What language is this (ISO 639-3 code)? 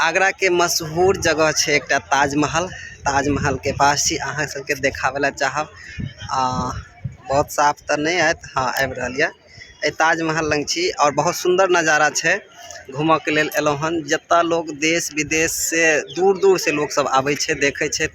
mai